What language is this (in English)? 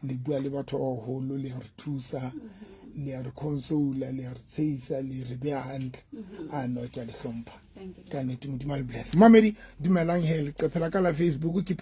Southern Sotho